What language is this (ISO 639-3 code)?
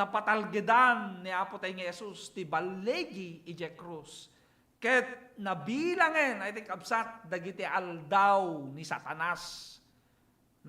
ilo